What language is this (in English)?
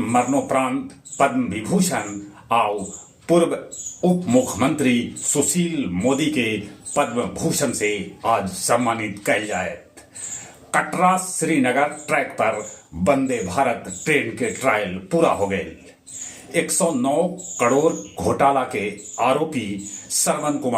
Magahi